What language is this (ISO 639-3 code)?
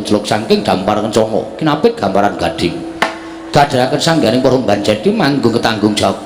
jav